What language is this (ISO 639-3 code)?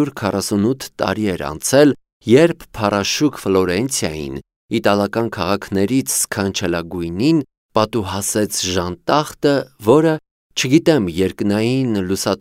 hye